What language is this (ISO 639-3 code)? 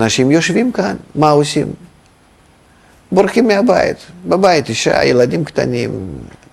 heb